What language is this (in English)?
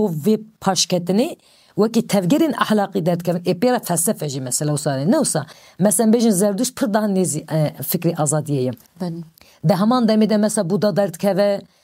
Kurdish